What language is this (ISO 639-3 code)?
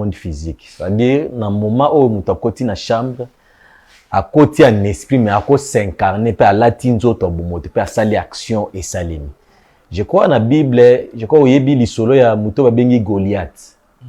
lin